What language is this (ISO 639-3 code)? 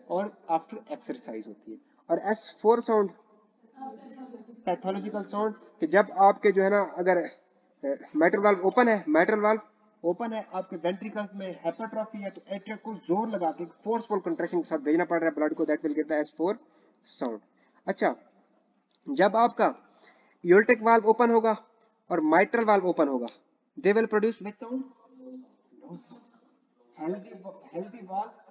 hin